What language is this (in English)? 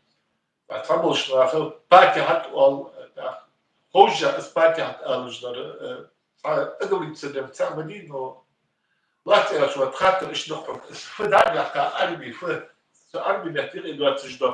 Ingush